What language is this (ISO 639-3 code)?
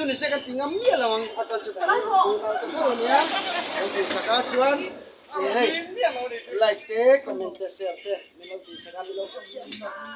lus